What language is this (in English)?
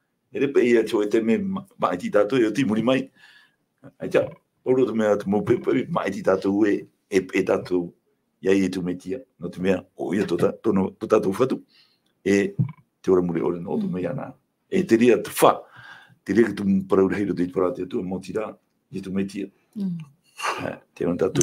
Tahitian